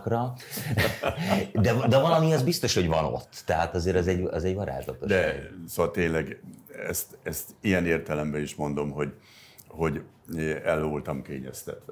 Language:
Hungarian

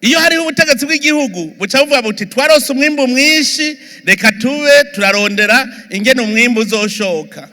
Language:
Rundi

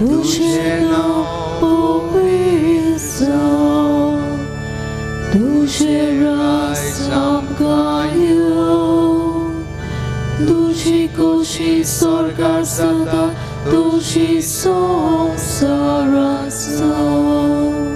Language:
Konkani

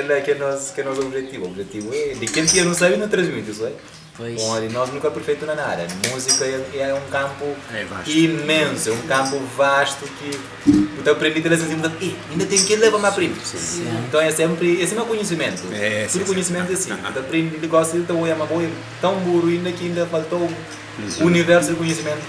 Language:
Kabuverdianu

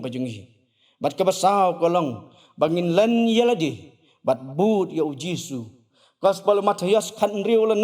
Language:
Khasi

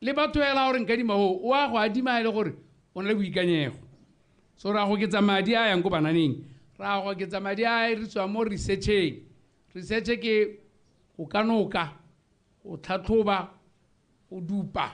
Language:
Tswana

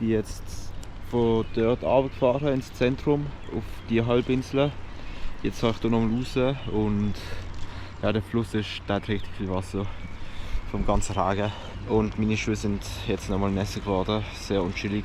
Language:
Swiss German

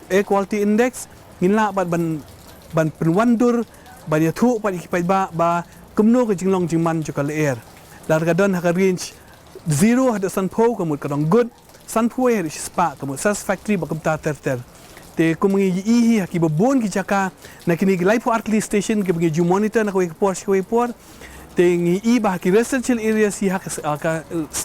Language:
Khasi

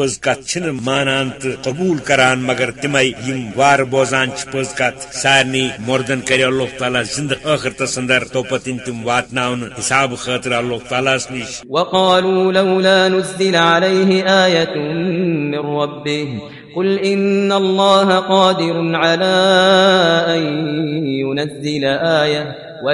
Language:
Kashmiri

